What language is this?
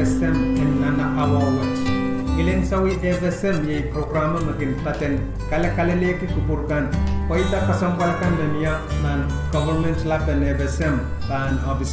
Pohnpeian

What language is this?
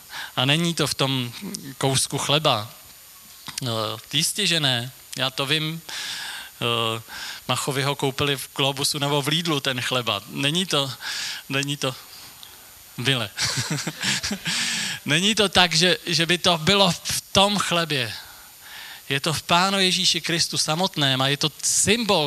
Czech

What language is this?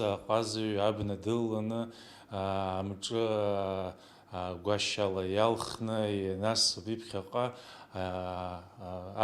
Abkhazian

